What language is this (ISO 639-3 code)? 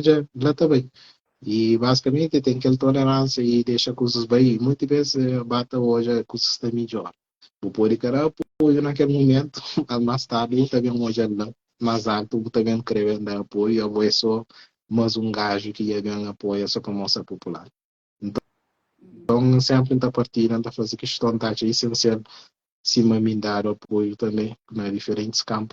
kea